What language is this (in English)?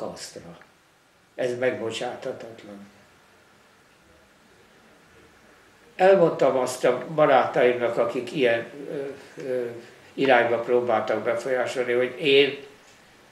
Hungarian